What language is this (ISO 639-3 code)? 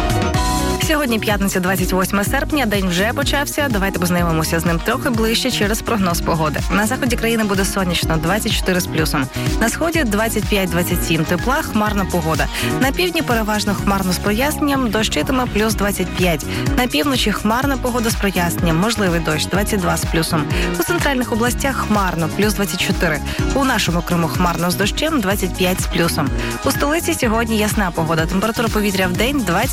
ukr